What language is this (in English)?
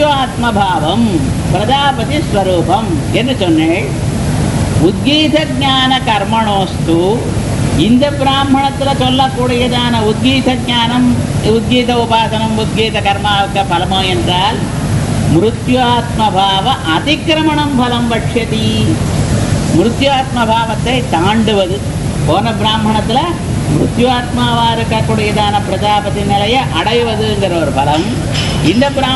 Tamil